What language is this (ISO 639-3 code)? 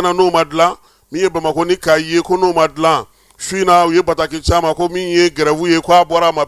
bam